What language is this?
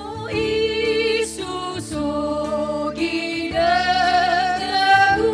Nias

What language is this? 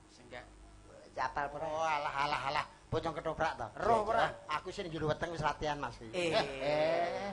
Javanese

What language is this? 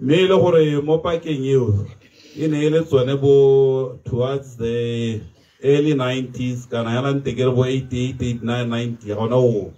Tswana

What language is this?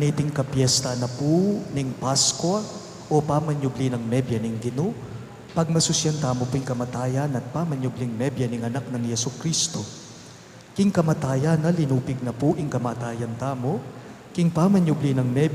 Pampanga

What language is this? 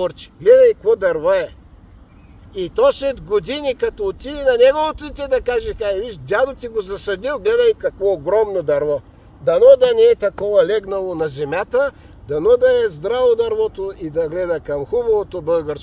Bulgarian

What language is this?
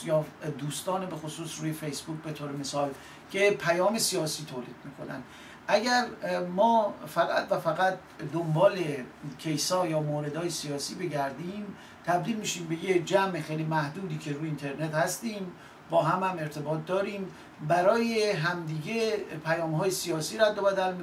Persian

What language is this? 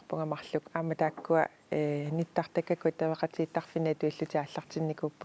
Kalaallisut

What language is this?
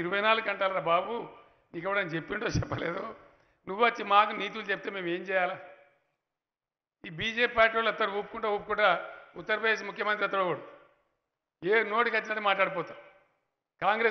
Telugu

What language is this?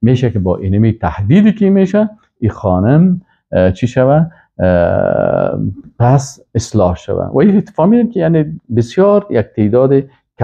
Persian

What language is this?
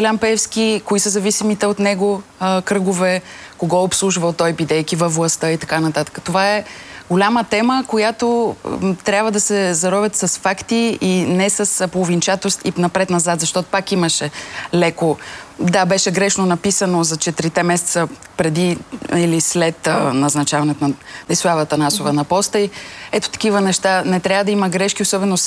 Bulgarian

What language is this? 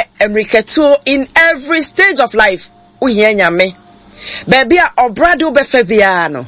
Akan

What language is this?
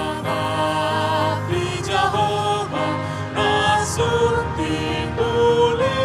Batak Toba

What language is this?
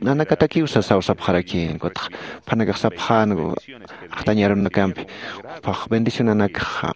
Aymara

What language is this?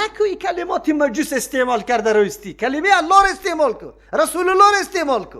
Persian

